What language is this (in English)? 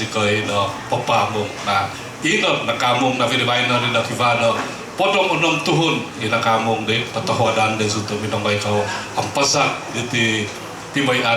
Central Dusun